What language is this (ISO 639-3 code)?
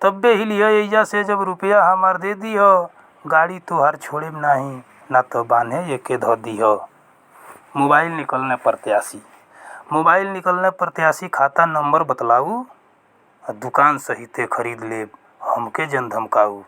bho